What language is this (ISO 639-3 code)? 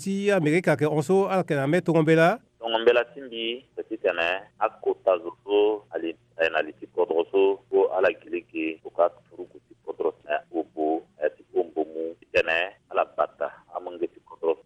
sag